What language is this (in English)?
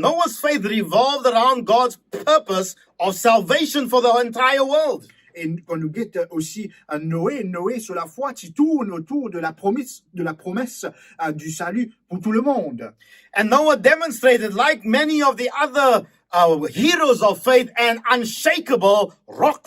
Morisyen